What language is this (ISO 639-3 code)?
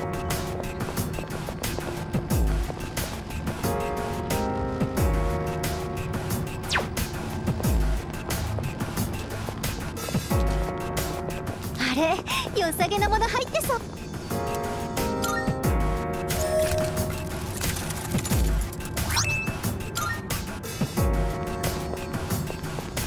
jpn